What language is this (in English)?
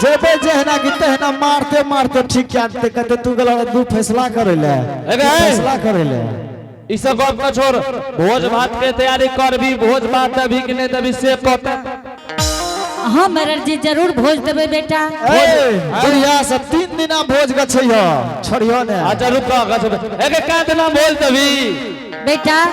Angika